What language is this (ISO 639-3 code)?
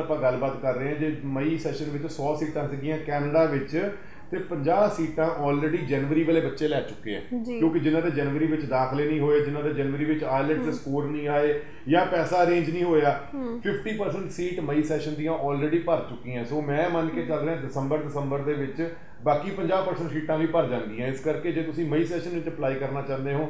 pan